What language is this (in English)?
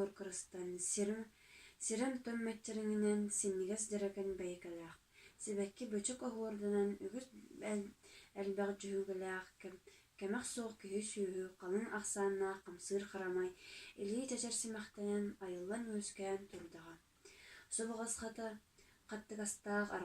Yakut